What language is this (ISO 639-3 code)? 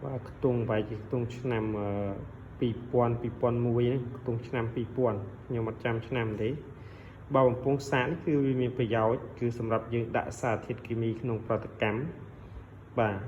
khm